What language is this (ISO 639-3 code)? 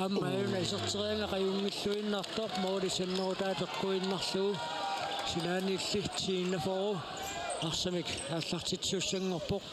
kal